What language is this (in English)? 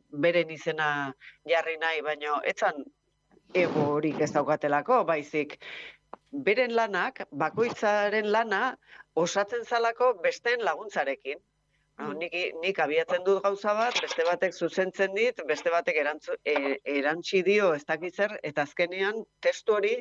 Basque